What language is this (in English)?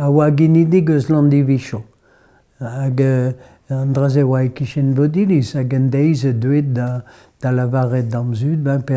Breton